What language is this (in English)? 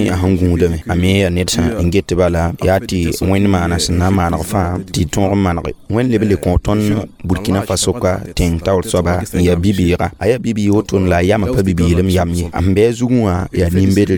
Mossi